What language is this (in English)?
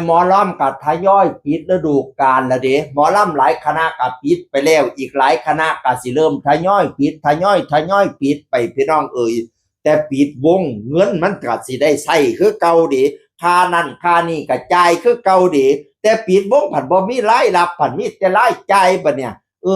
Northeastern Thai